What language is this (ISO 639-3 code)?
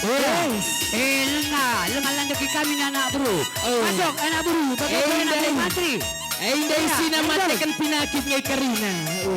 btx